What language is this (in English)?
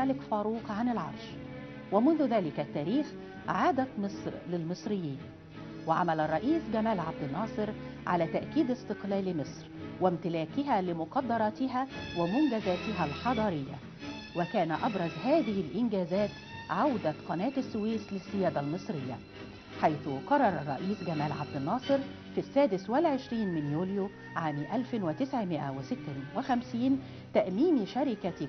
Arabic